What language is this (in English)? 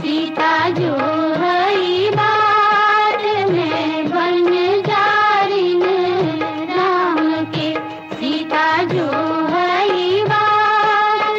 Magahi